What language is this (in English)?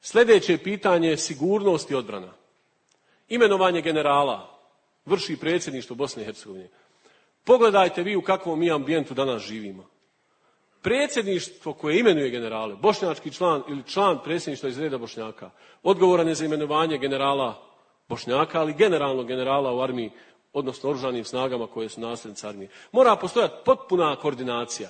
Bosnian